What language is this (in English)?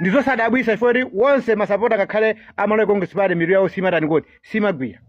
Nyanja